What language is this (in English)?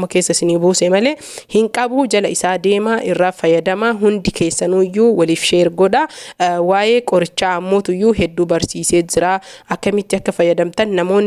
Oromo